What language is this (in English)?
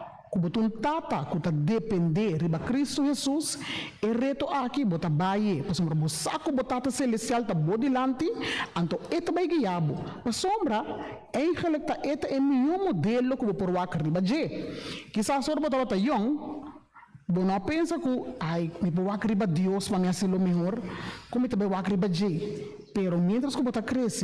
Papiamento